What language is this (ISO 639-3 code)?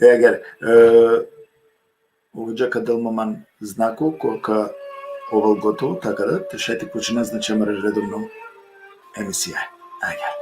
rmn